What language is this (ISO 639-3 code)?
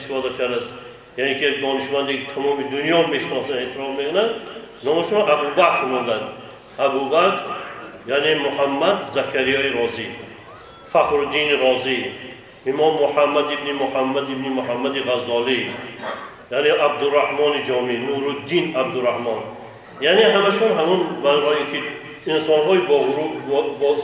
tgk